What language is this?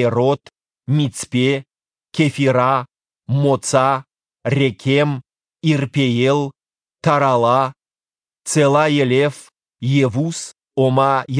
Ossetic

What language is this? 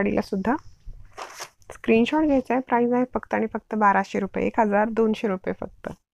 Marathi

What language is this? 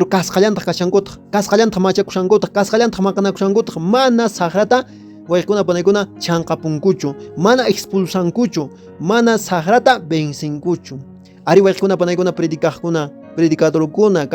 Quechua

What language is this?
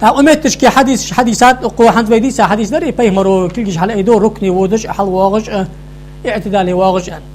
Ingush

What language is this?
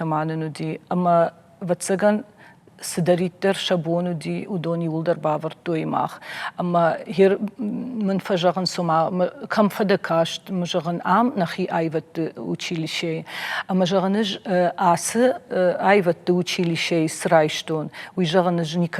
Ossetic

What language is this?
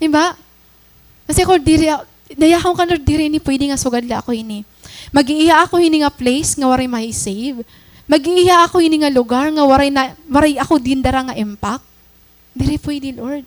Waray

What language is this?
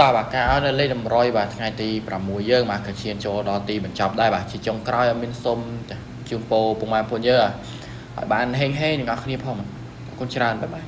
Khmer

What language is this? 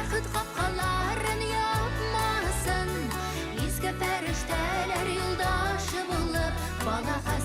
Bashkir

